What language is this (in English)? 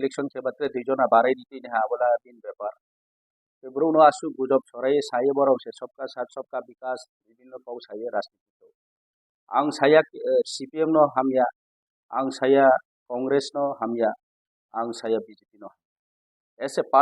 Riang (India)